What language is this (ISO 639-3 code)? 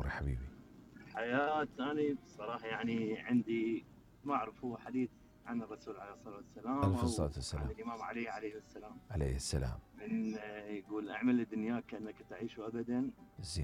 acm